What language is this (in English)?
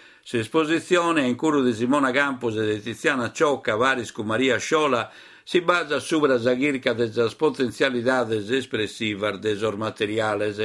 Sardinian